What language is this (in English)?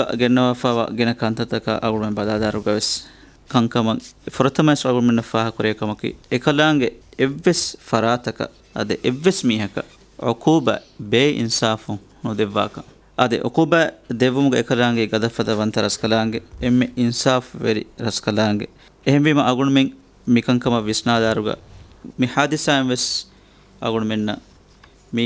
Divehi